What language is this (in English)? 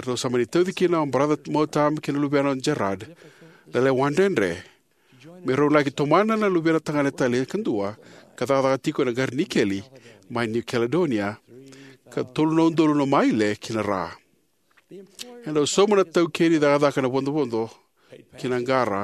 Fijian